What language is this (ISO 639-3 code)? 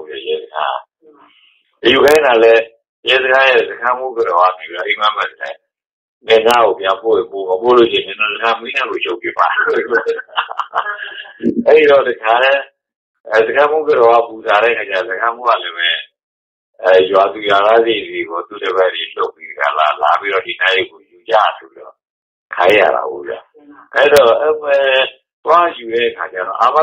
mya